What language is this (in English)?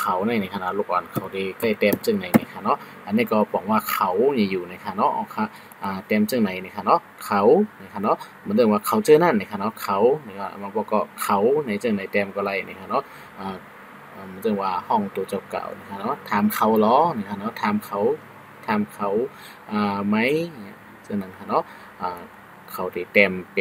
Shan